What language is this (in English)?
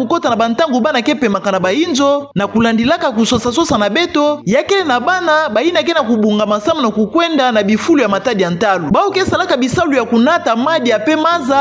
Kituba (Democratic Republic of Congo)